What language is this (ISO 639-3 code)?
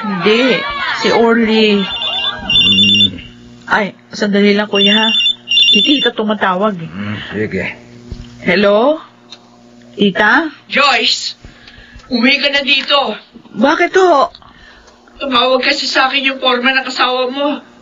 fil